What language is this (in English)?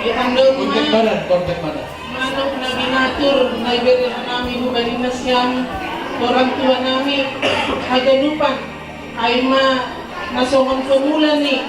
Batak Simalungun